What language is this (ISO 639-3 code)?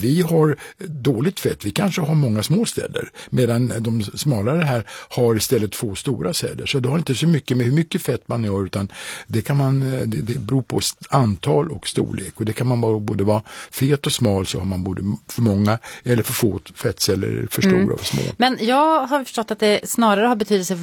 swe